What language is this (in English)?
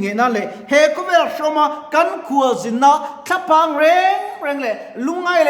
Mizo